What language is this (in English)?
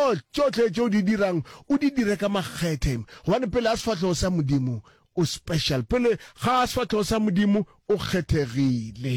Northern Sotho